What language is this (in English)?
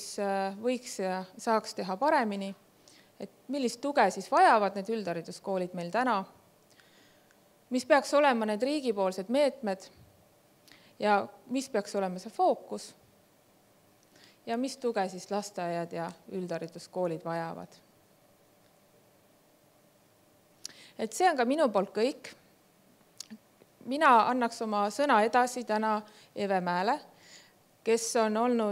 Estonian